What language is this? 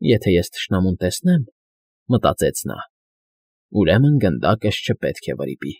Armenian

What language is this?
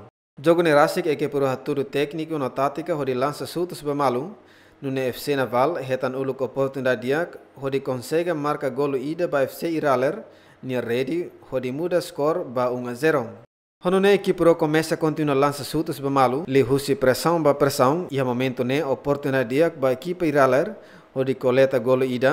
Tetum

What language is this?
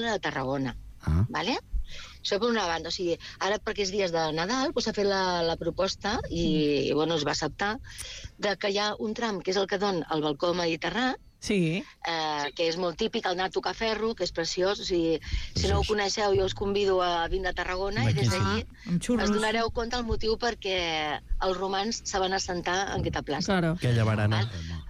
Catalan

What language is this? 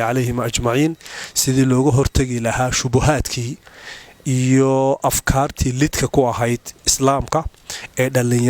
Somali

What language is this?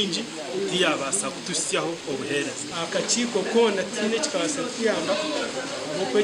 Nyankole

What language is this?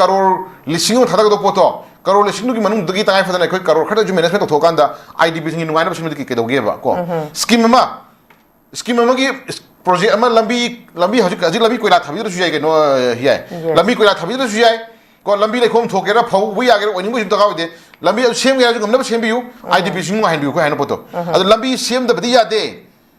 Manipuri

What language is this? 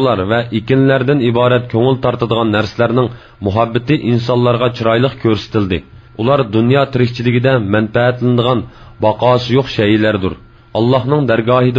Uyghur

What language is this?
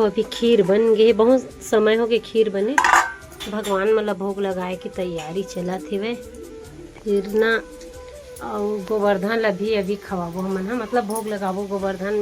Chhattisgarhi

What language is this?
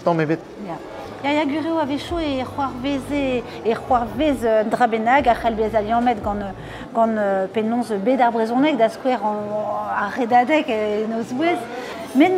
Breton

